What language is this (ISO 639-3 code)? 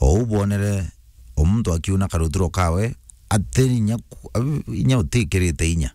mer